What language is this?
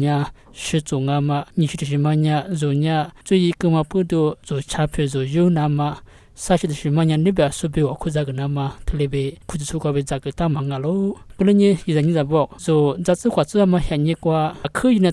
Lisu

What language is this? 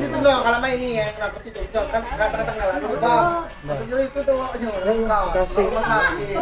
Musi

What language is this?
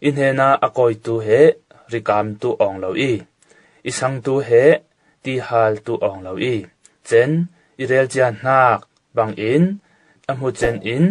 Falam Chin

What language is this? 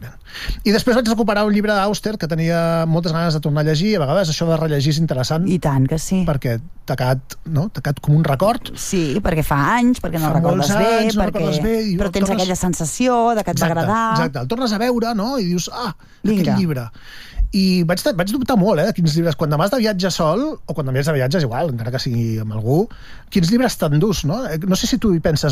Catalan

